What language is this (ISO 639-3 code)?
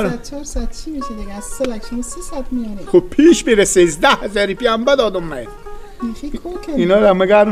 fas